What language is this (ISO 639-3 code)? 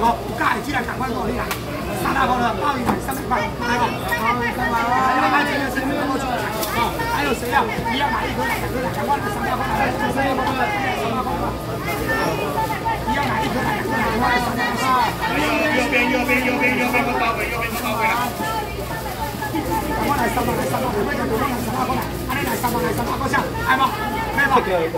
zho